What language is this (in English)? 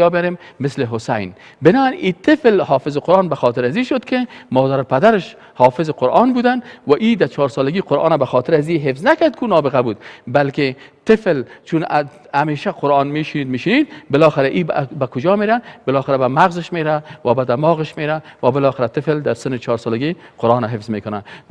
Persian